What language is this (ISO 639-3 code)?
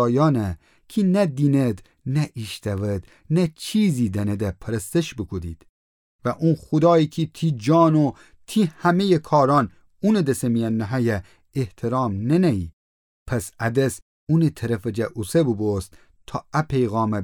glk